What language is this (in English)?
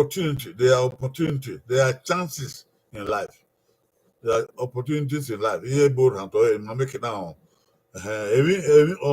Bini